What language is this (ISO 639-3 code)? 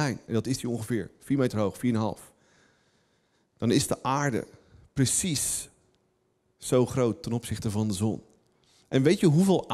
nld